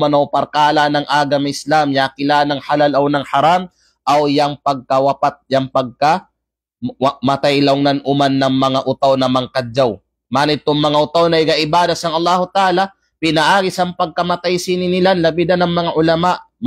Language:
Kalagan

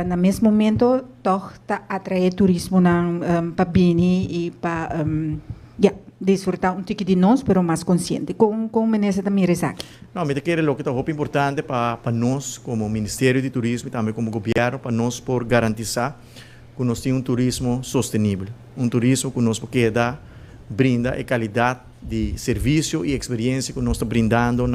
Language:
Papiamento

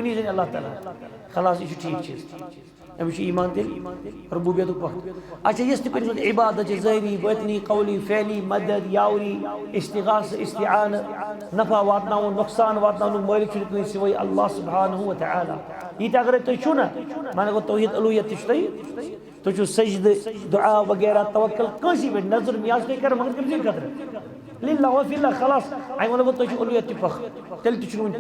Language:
Kashmiri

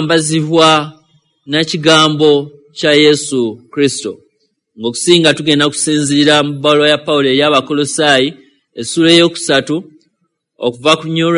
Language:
Ganda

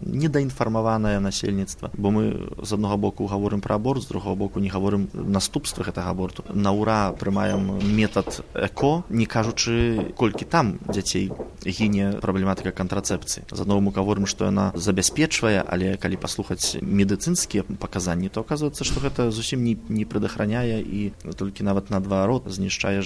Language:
Belarusian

